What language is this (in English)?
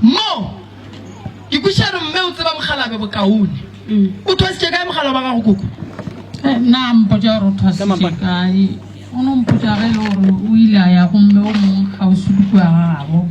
Northern Sotho